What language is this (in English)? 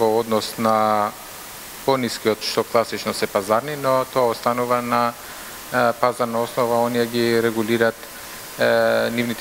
Macedonian